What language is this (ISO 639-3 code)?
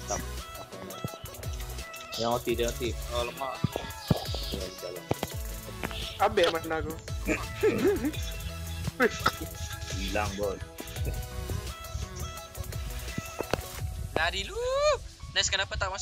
msa